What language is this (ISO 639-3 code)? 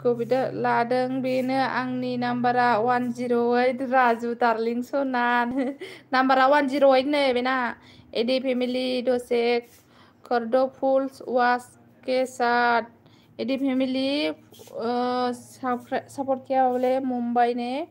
brx